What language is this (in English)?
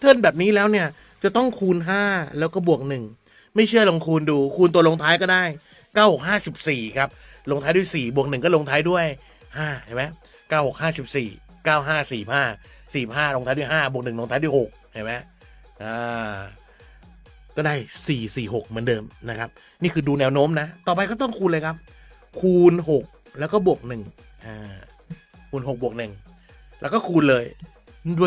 Thai